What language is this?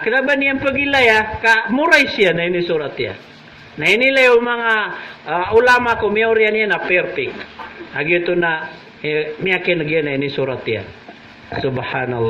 Maranao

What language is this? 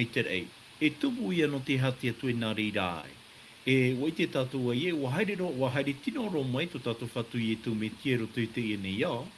Tahitian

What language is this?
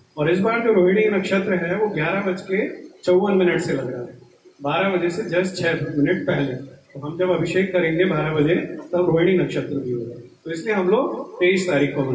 Hindi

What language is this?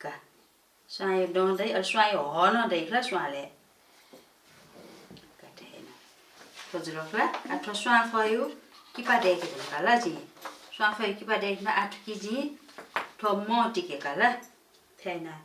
Newari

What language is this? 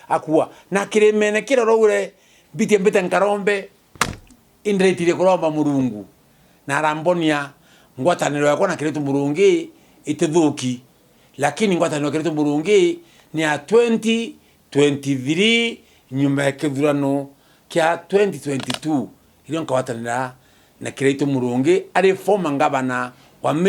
Meru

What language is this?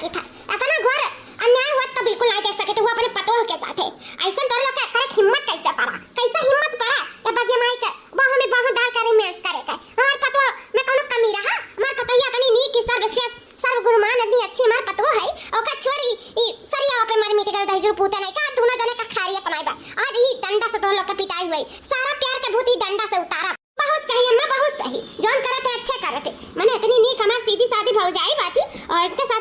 Awadhi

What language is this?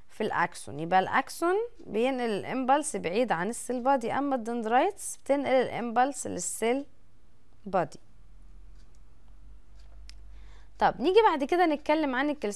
Egyptian Arabic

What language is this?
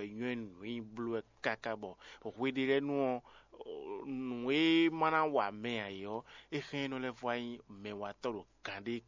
Fon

